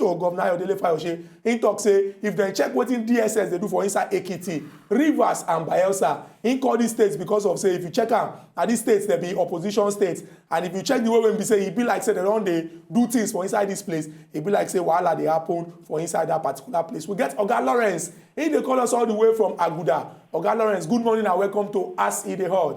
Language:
Nigerian Pidgin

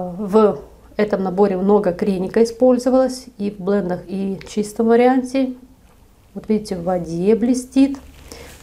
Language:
Russian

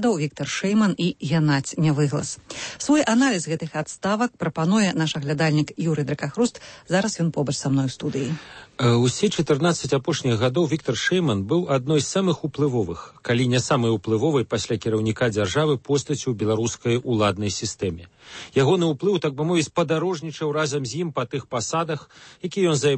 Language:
Belarusian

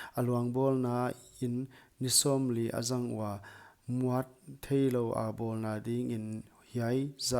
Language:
Paite Chin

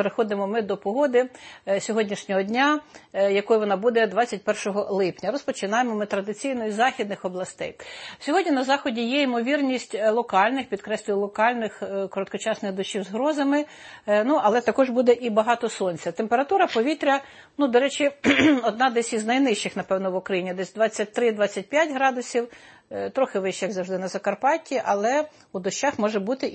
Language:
Ukrainian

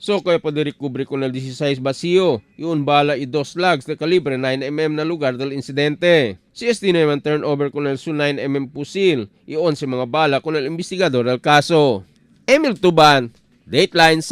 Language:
Chavacano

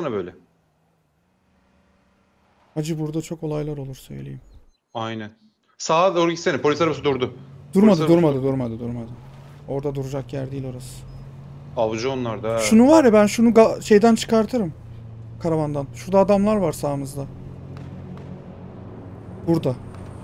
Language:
Turkish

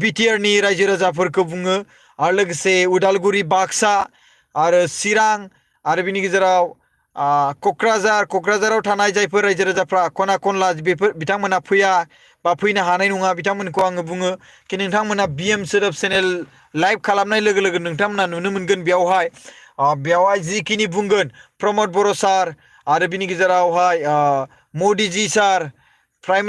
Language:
Bodo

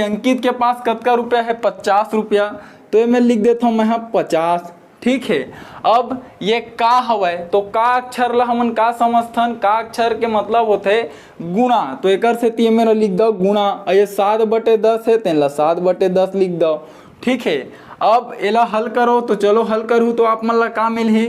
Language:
Chhattisgarhi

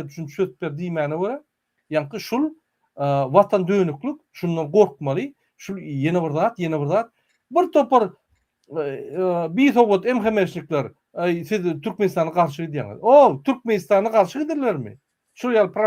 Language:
Turkmen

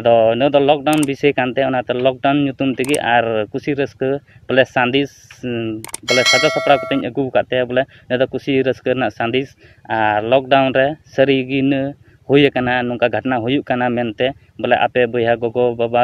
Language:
Santali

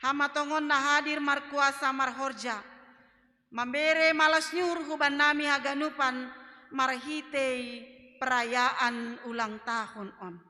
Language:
Batak Simalungun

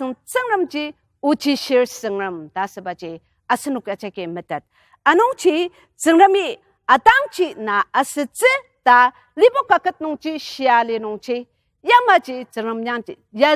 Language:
Ao Naga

